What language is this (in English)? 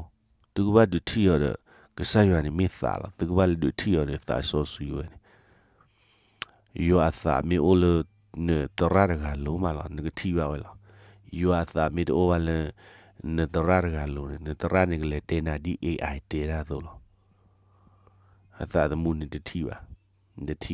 S'gaw Karen